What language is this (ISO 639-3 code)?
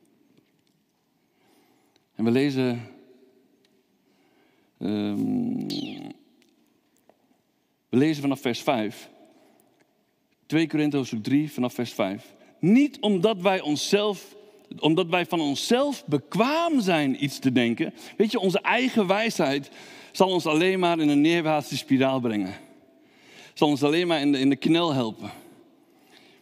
nld